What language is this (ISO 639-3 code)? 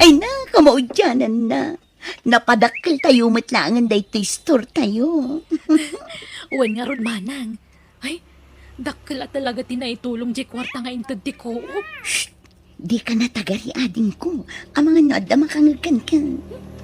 ilo